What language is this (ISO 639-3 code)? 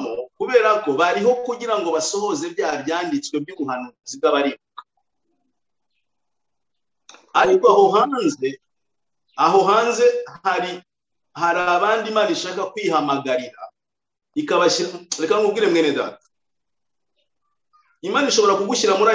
kin